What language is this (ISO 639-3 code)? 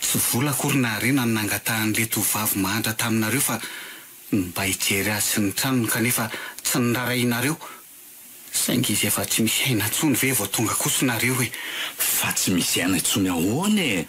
mlg